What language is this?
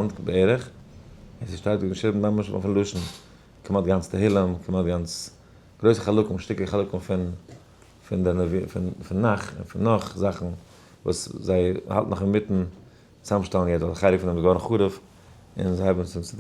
Yiddish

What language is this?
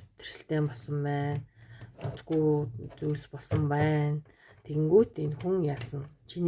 Mongolian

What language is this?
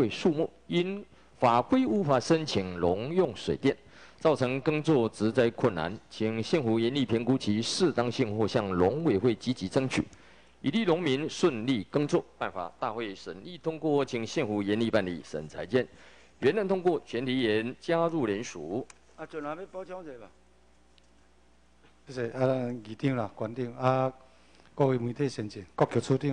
Chinese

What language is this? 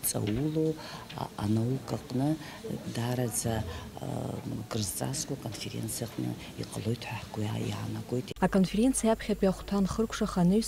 Abkhazian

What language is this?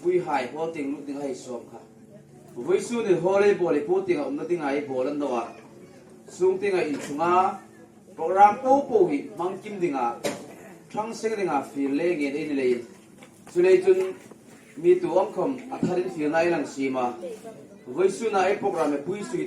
Hmar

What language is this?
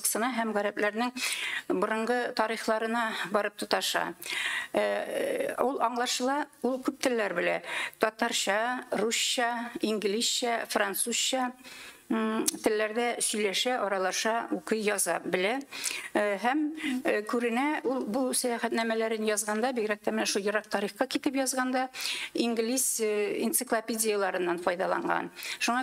Tatar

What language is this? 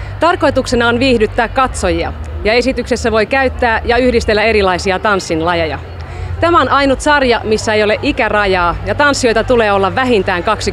Finnish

